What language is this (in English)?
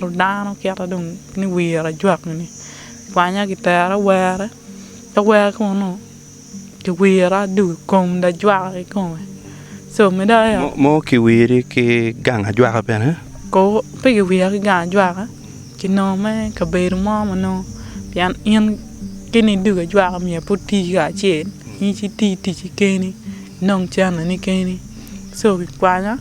Acoli